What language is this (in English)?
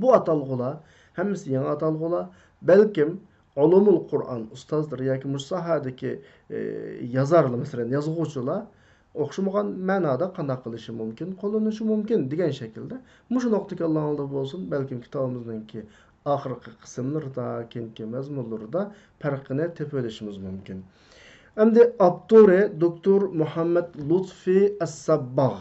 Uyghur